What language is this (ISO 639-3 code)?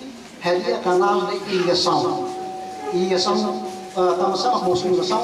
tet